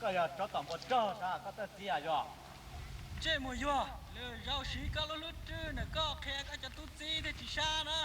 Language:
Hmong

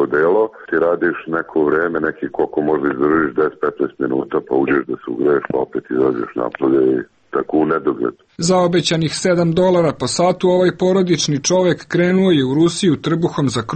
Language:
Serbian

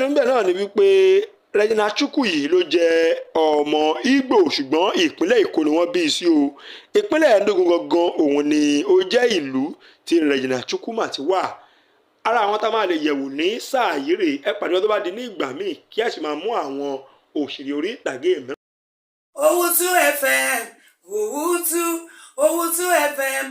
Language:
Yoruba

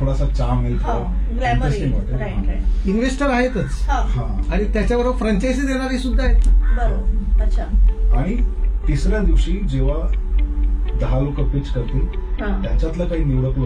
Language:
Marathi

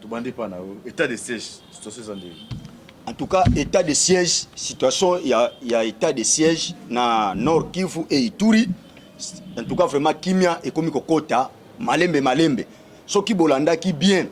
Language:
Lingala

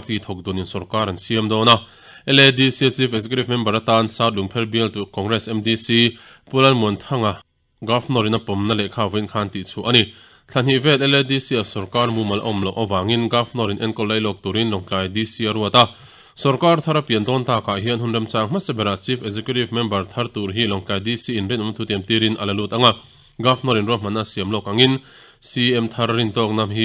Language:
Mizo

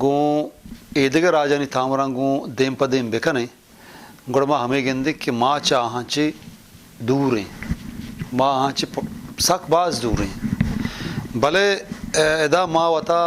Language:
Eastern Balochi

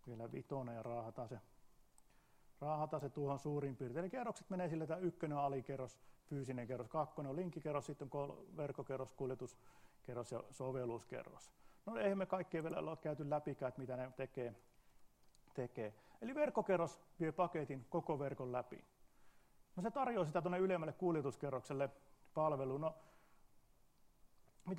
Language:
Finnish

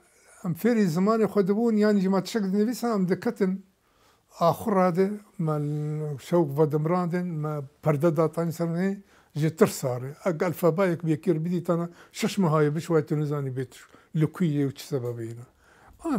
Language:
Kurdish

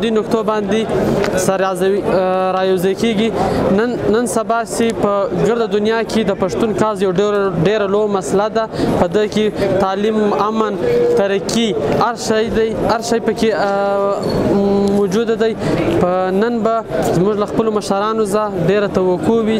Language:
Pashto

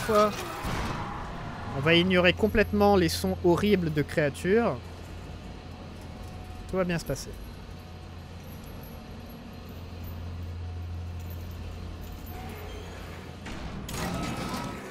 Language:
French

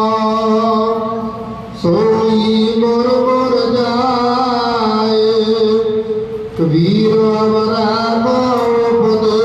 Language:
Punjabi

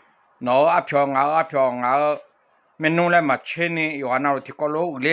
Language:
Akha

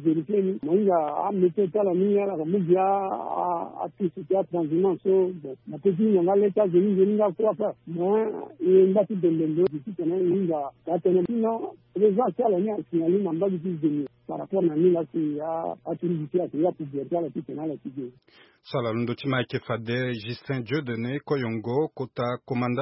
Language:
Sango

